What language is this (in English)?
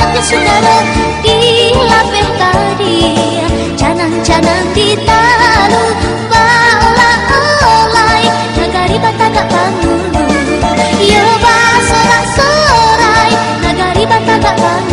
Minangkabau